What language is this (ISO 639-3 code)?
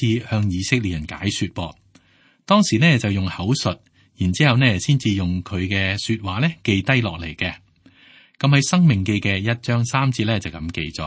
yue